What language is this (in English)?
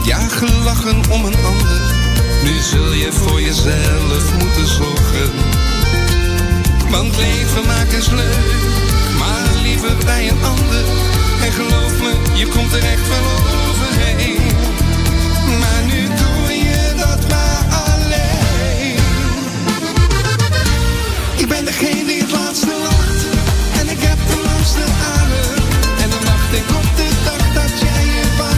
Dutch